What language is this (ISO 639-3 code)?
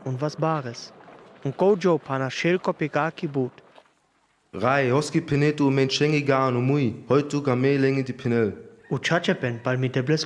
rmo